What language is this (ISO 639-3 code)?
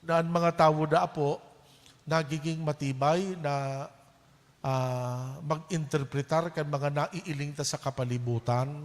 bik